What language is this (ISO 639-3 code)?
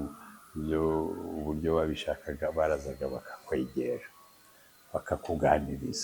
kin